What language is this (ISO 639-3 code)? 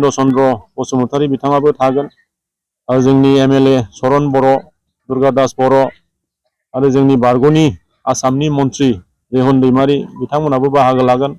brx